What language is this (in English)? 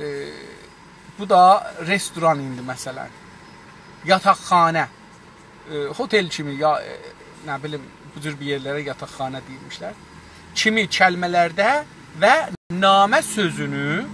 South Azerbaijani